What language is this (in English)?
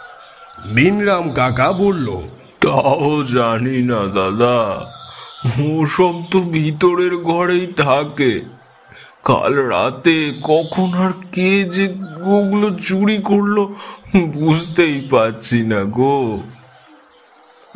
Bangla